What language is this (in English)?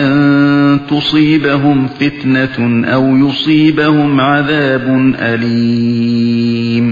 Uyghur